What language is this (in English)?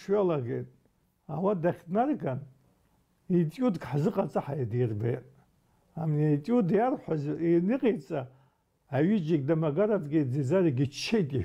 Abkhazian